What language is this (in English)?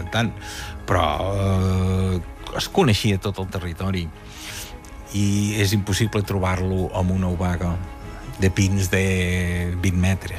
Catalan